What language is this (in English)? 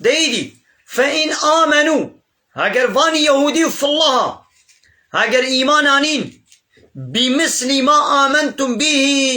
Kurdish